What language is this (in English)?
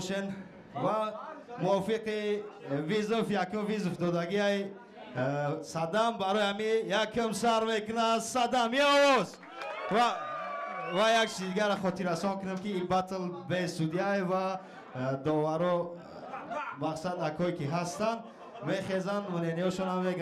Tajik